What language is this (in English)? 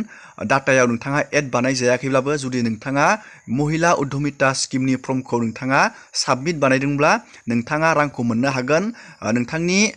Bodo